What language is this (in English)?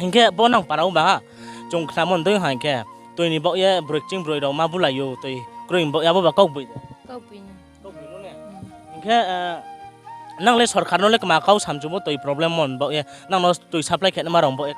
Riang (India)